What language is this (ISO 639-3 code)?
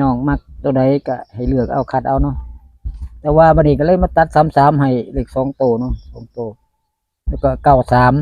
tts